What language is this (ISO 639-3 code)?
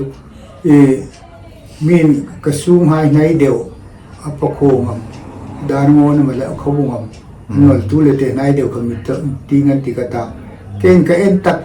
hmr